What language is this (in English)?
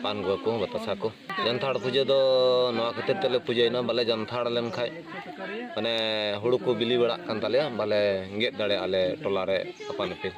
Santali